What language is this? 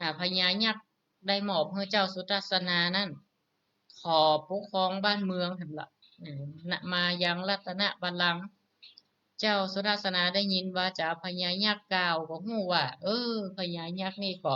Northern Thai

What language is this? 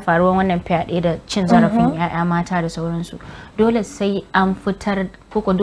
Hausa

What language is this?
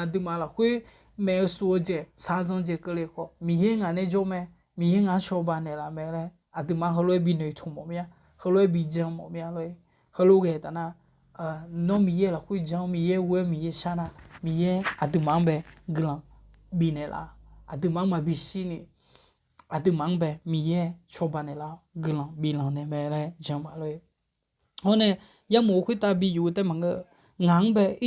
Akha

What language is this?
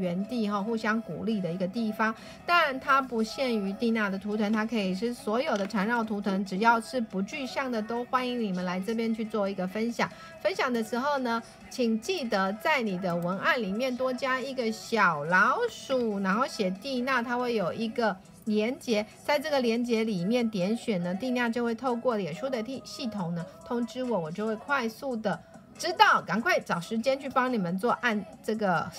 Chinese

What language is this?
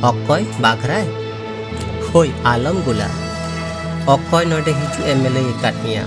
Santali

